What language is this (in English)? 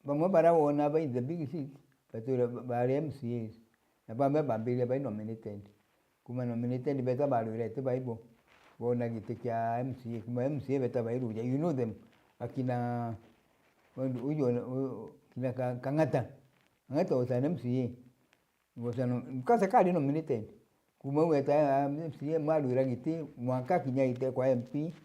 Meru